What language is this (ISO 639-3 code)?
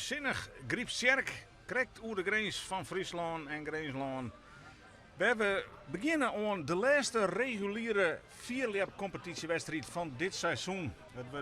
fry